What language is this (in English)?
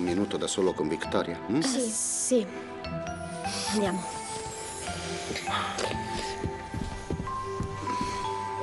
Italian